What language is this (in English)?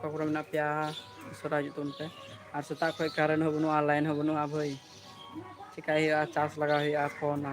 Santali